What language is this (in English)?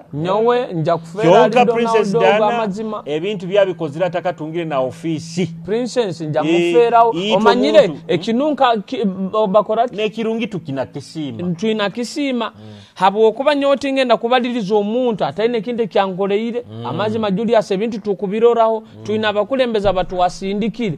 Nyoro